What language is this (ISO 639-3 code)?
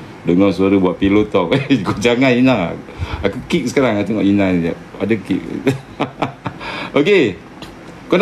msa